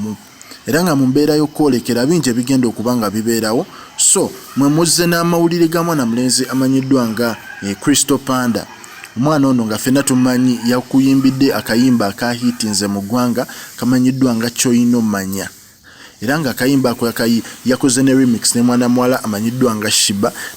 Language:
Ganda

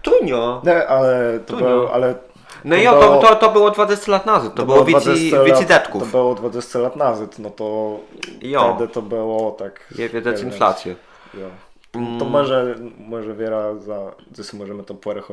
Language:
Kashubian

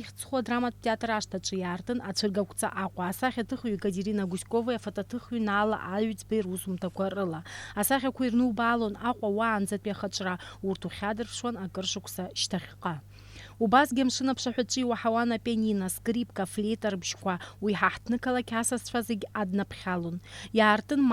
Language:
Abkhazian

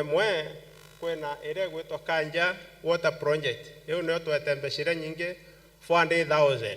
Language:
Meru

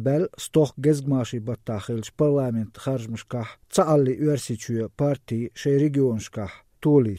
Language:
Chechen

